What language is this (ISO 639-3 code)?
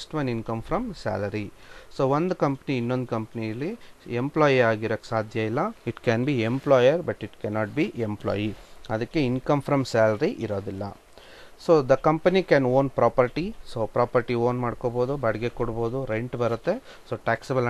kan